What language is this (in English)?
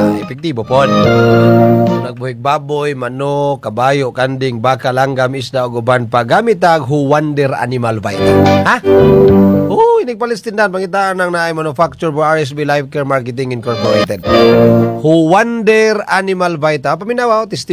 Cebuano